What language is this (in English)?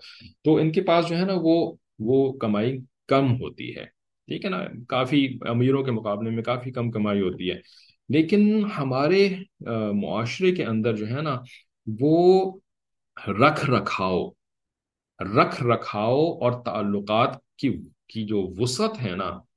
Urdu